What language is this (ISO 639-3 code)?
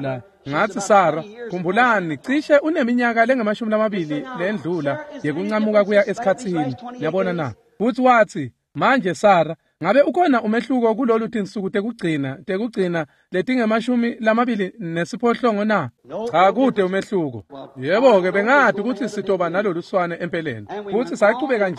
ssw